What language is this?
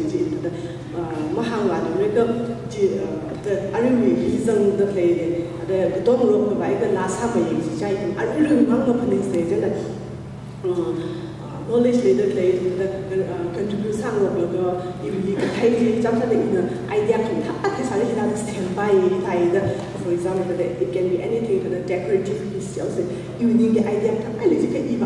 Tangkhul Naga (India)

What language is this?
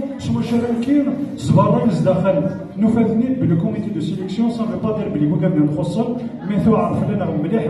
Kabyle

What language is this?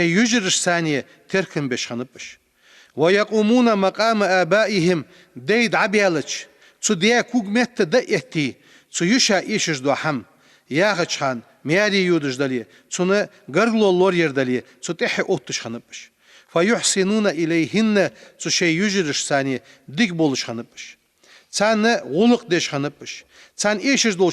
Ingush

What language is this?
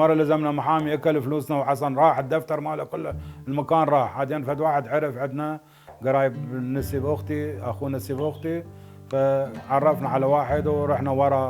Mesopotamian Arabic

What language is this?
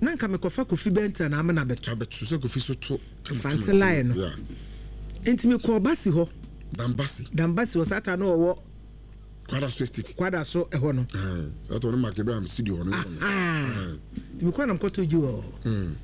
Akan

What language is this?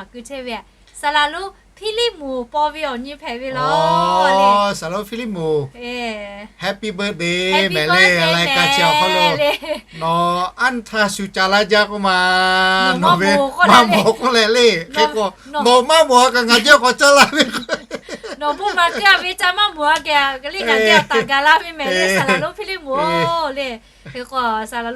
Lahu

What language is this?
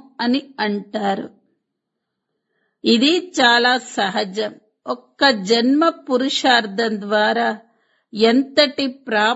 Telugu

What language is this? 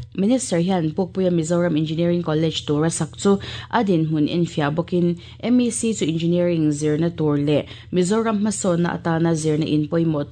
Mizo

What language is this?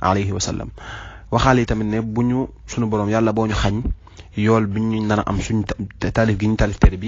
Wolof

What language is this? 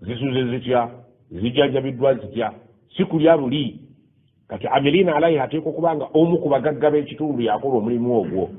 Ganda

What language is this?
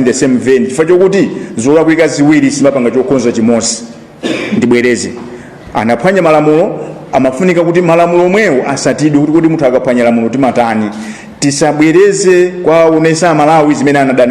Nyanja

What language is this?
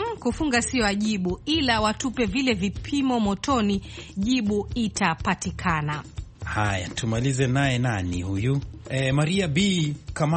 Swahili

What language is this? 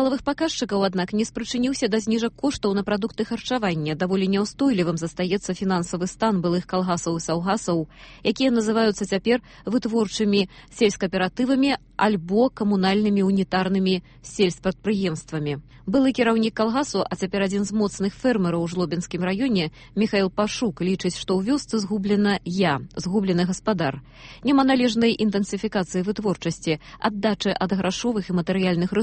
Belarusian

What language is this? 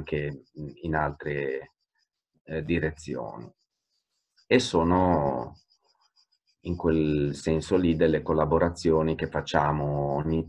Italian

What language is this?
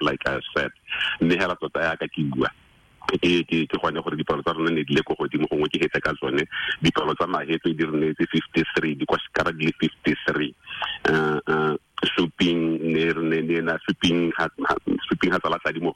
Tswana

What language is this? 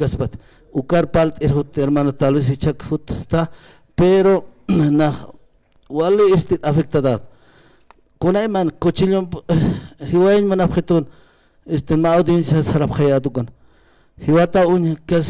Aymara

